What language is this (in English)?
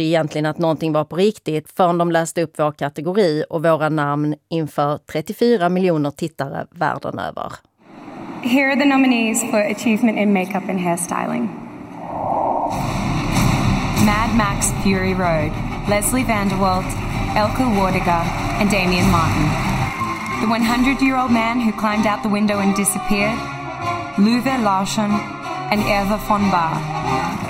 Swedish